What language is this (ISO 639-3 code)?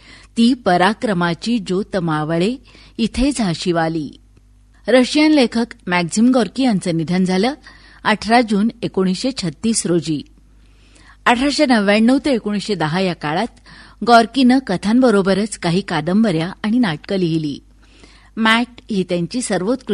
mar